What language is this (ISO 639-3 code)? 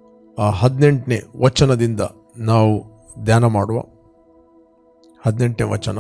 kan